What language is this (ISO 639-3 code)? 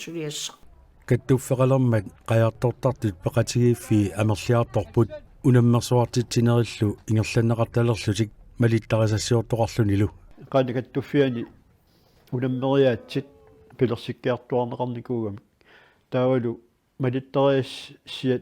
kal